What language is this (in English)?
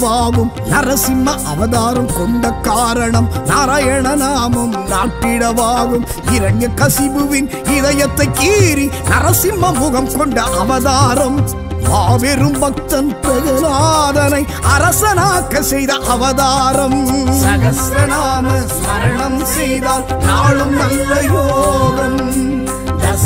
Tamil